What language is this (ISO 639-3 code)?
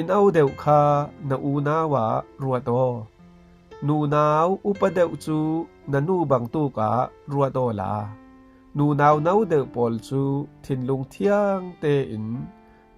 cfm